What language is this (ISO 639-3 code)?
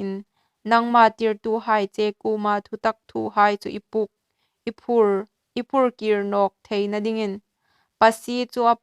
hmr